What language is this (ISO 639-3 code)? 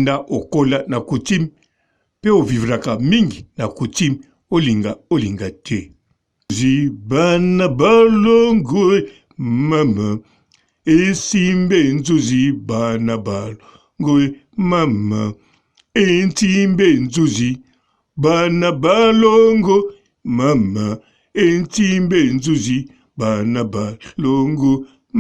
lin